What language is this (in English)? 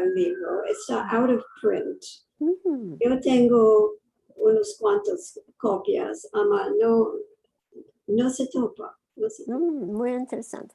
Ladino